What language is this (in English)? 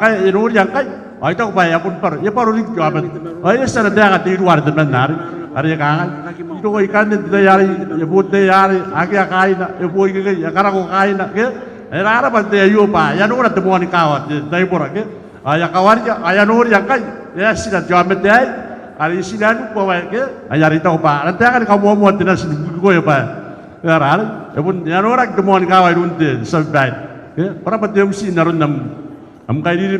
Gilbertese